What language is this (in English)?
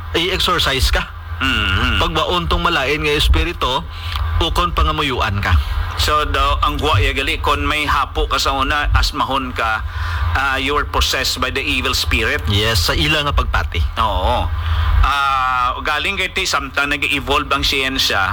Hiligaynon